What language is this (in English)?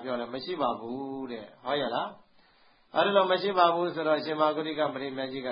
Burmese